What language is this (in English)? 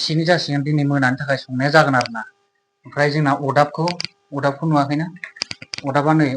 Bodo